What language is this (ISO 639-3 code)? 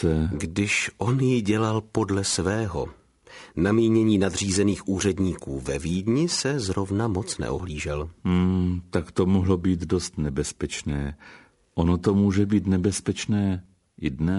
ces